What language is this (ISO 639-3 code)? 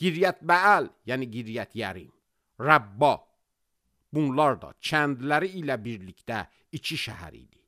aze